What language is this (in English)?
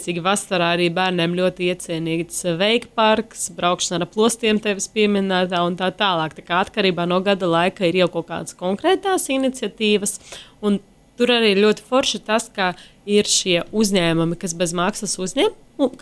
Latvian